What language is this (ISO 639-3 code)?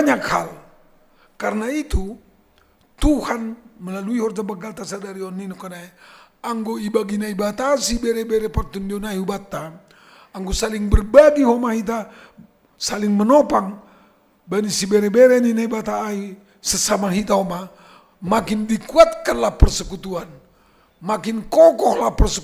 bts